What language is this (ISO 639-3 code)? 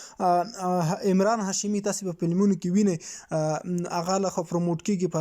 pus